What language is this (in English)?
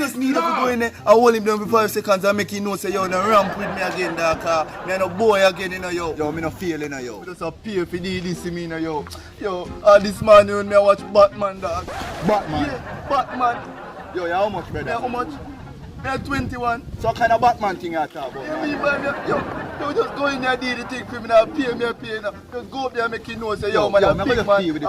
Jamaican Creole English